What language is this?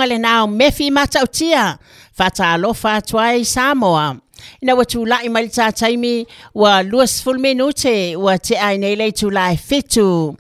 Samoan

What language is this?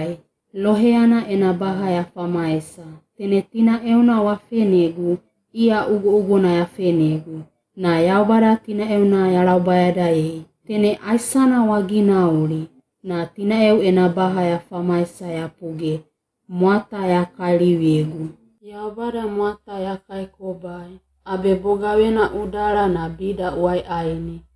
Wagawaga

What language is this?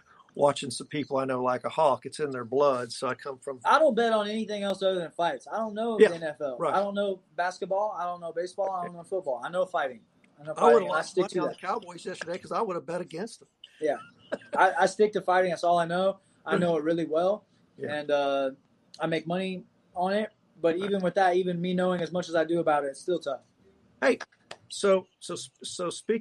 English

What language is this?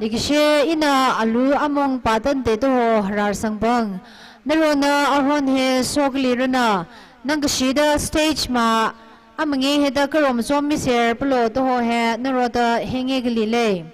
Tangkhul Naga (India)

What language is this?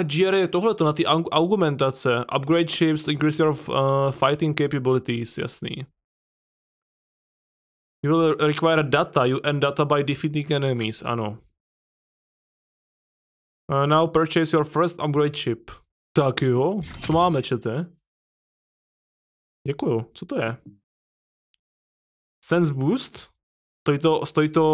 Czech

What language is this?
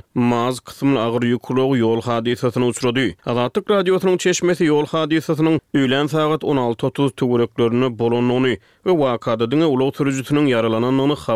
Turkmen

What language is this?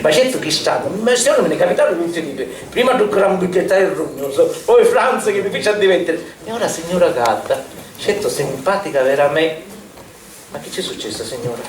Sicilian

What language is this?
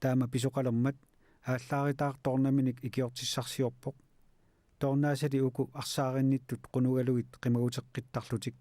Kalaallisut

